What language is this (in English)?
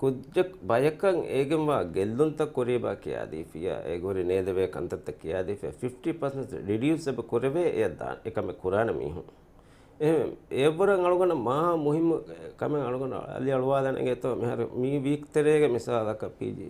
Divehi